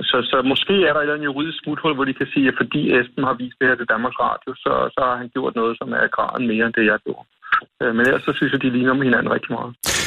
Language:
Danish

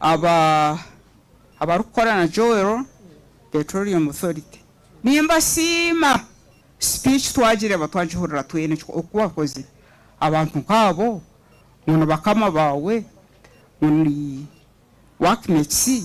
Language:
Nyankole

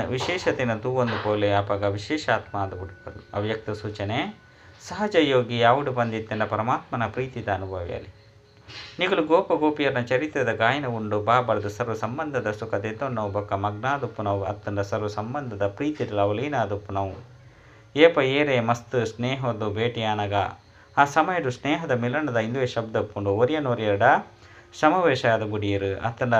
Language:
Tulu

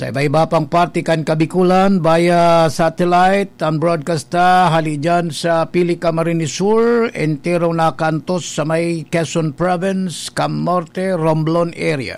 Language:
Bikol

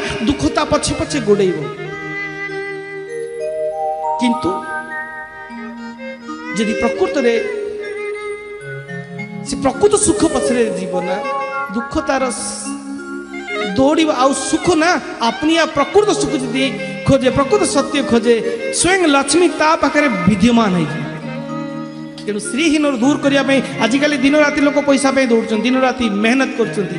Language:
Odia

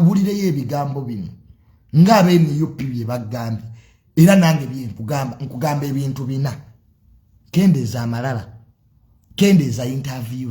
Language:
Ganda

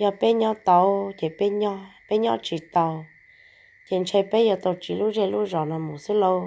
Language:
Hmong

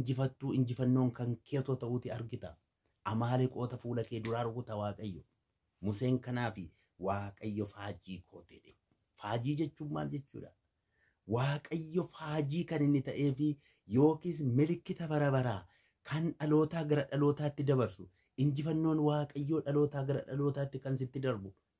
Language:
Oromo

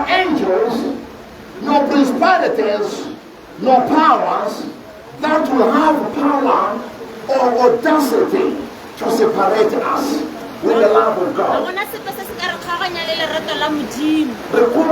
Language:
Tswana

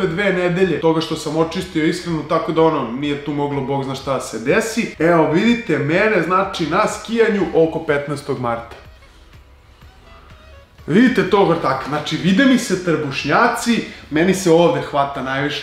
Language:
Serbian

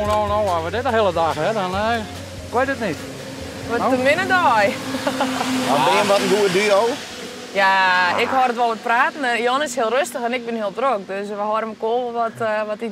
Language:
Western Frisian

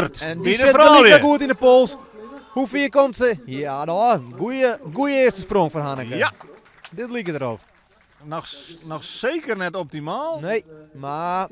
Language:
Western Frisian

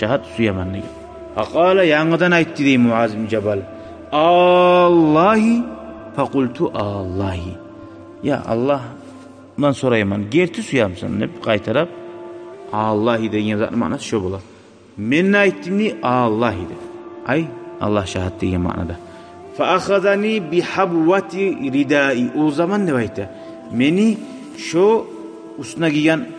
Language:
Kumyk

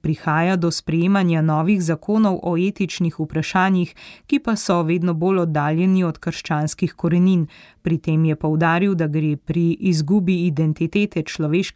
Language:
Slovenian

